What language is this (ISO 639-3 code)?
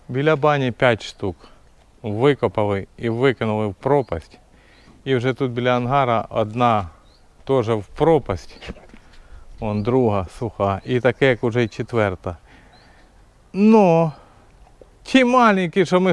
ukr